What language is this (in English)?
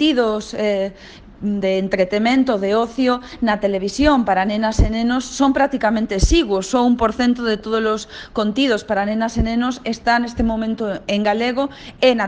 Galician